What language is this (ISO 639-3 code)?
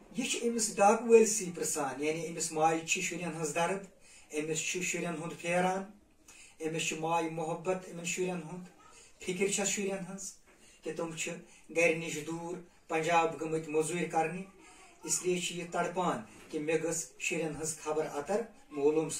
kas